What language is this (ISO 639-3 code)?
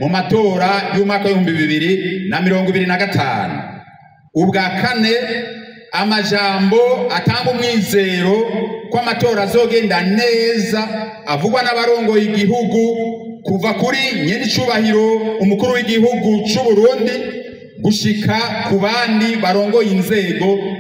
run